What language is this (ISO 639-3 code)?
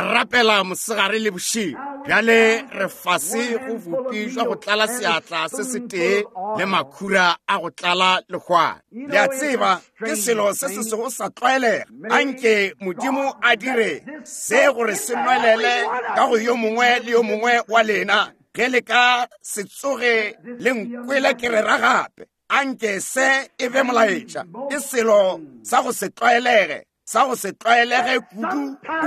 nso